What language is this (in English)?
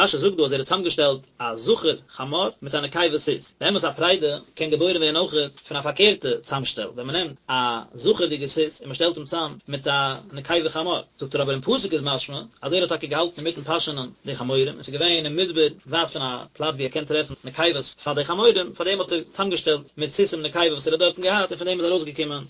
Yiddish